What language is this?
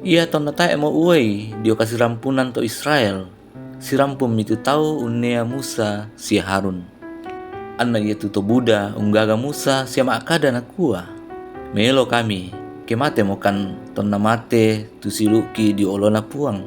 Toraja-Sa'dan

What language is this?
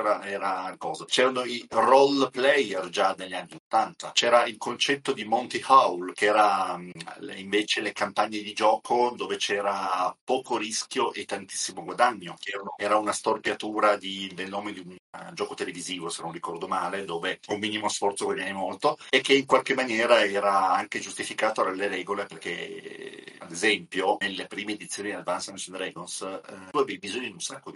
Italian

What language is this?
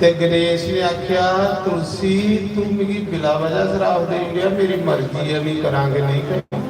Dogri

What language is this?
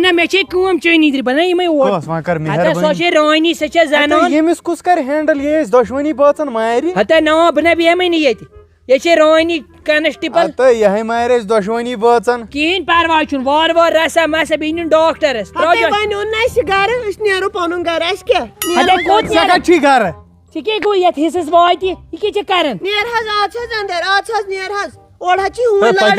Kashmiri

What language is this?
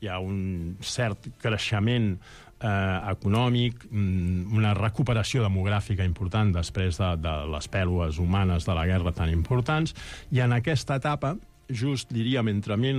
Catalan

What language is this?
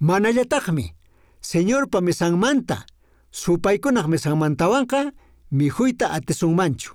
Quechua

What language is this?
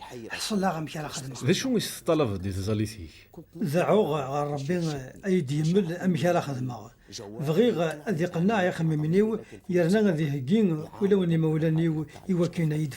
Kabyle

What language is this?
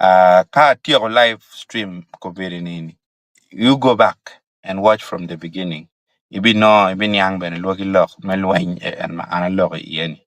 Acoli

